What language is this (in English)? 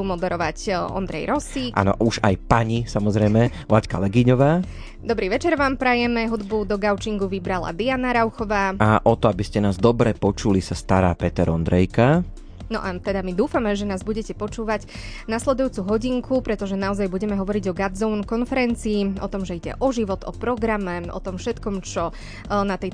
Slovak